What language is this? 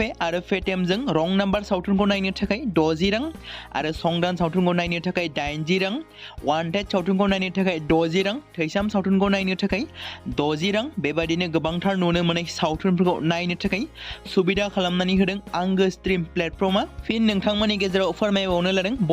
Bodo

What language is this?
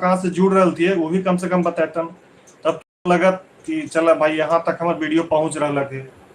Magahi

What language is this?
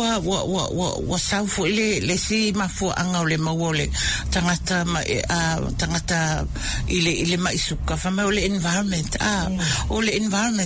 Samoan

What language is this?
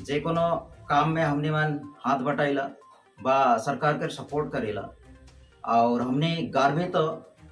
Sadri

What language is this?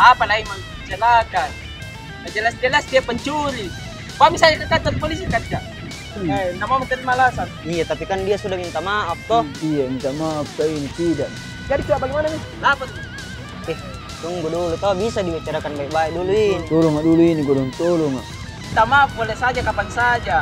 Makassar Malay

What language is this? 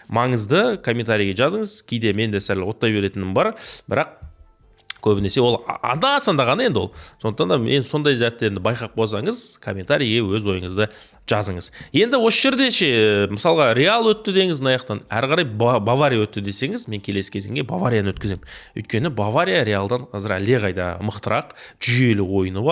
Kazakh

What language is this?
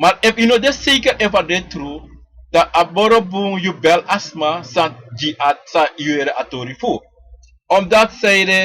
Sranan Tongo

